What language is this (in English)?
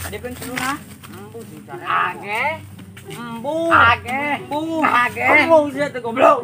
Sundanese